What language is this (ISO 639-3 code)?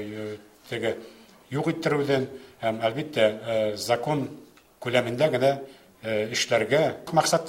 bak